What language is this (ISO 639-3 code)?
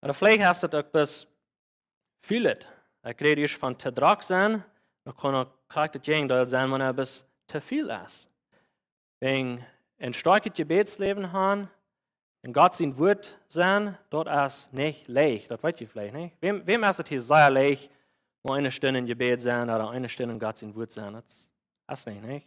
pdt